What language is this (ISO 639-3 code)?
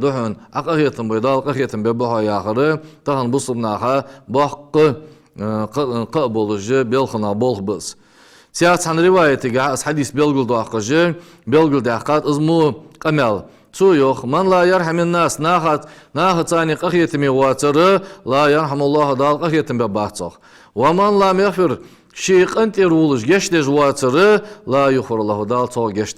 inh